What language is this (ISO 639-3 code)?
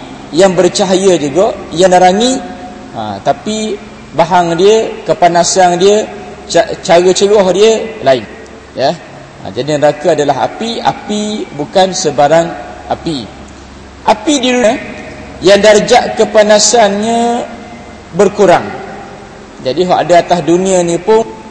msa